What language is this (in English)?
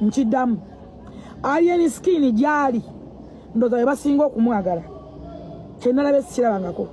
Ganda